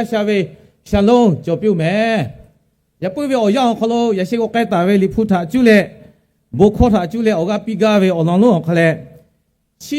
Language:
Lahu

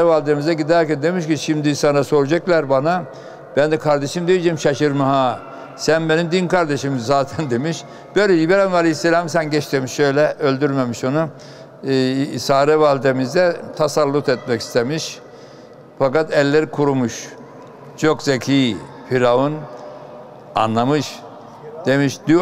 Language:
Turkish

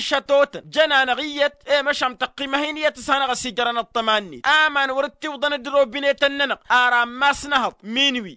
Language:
Tamasheq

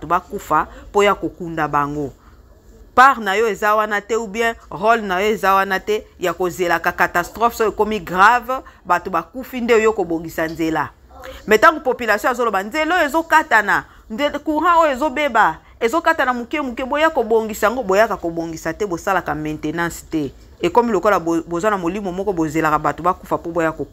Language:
Lingala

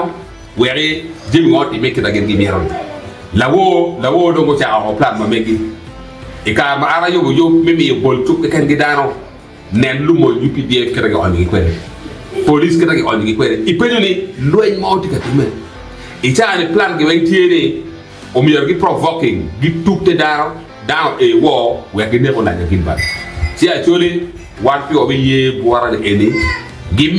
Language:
Acoli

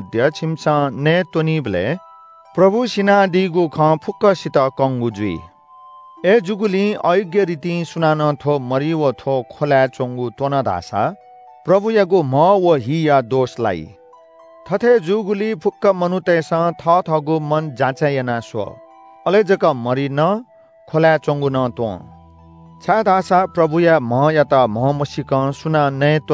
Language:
Newari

